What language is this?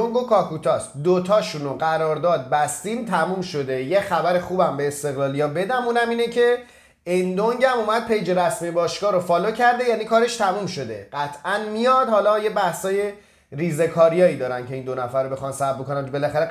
Persian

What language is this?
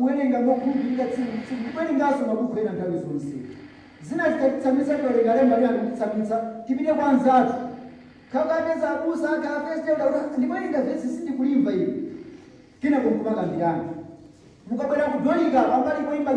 Nyanja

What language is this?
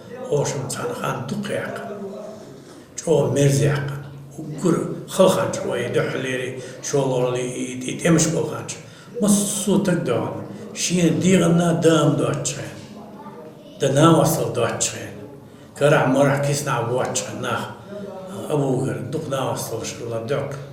Chechen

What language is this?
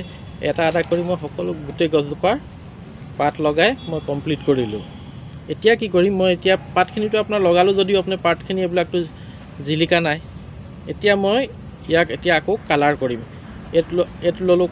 Assamese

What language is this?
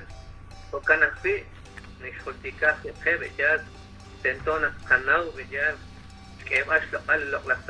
Kekchí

